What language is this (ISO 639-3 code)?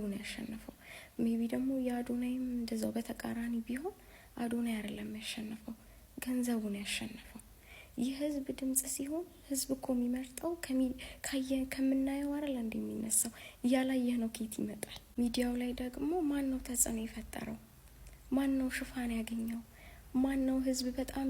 amh